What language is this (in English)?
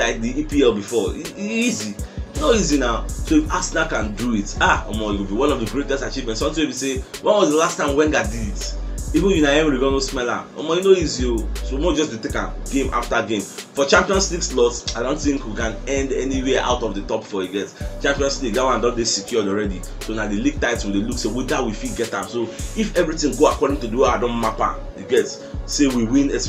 Nigerian Pidgin